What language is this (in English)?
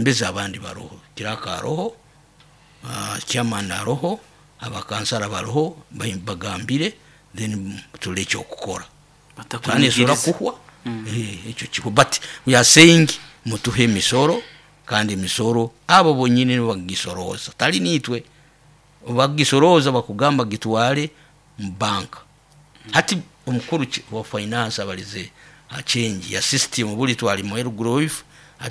Nyoro